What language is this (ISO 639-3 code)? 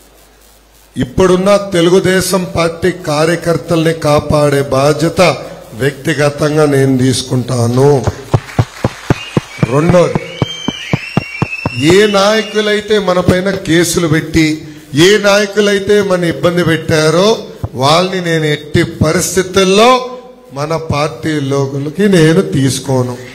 tel